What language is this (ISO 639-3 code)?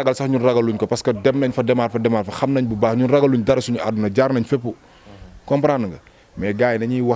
wol